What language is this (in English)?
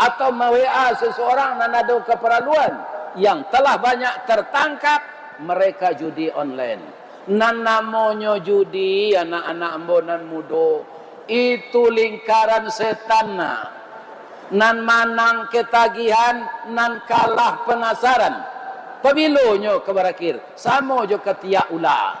Minangkabau